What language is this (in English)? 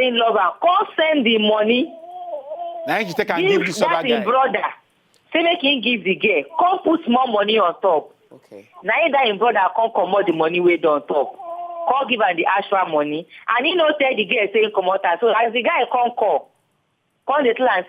Nigerian Pidgin